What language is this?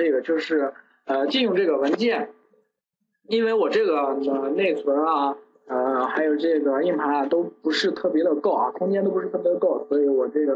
Chinese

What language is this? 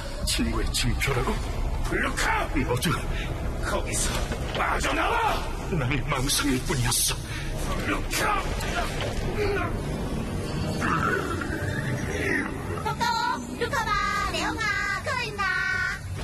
Korean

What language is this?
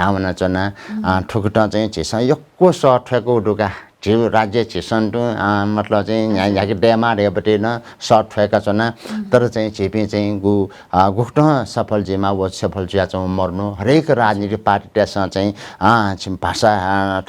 Newari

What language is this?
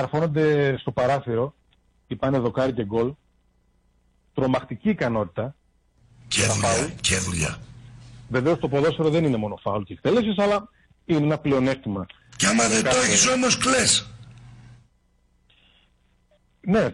Greek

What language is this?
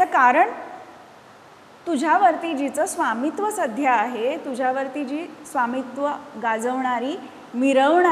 Marathi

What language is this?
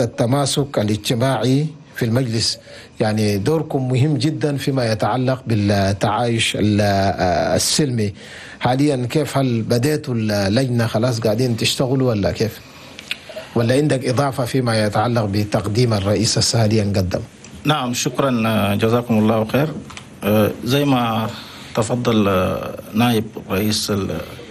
Chadian Arabic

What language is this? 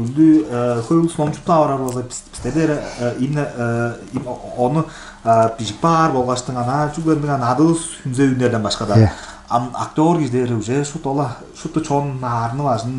Tuvinian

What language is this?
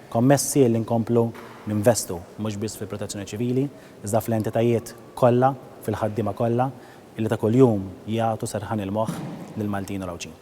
Maltese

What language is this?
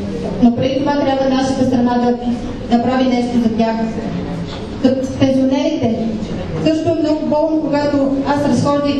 Bulgarian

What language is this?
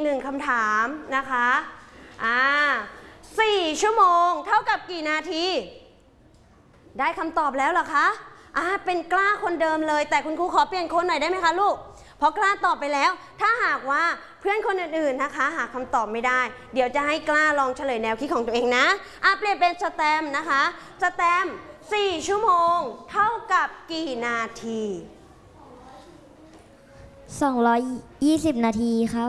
Thai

